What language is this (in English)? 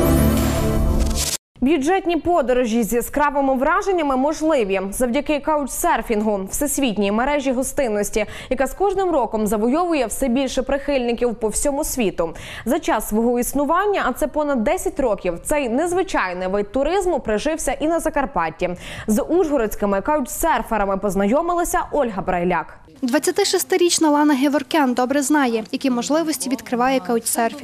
Ukrainian